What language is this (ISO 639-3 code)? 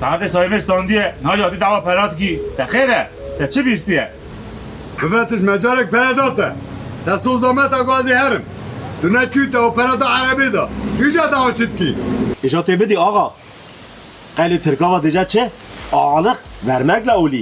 kur